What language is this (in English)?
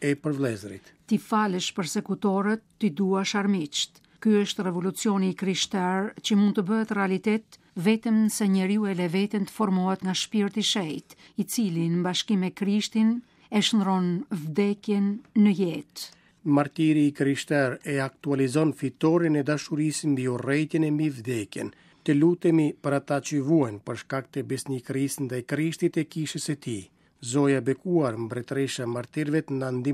Albanian